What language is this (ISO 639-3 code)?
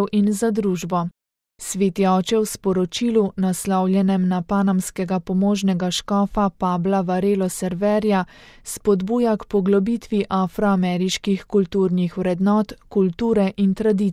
slv